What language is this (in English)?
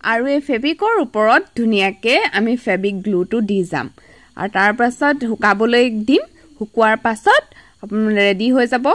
Assamese